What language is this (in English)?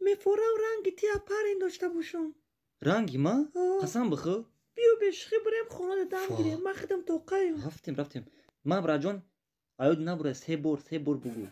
Tajik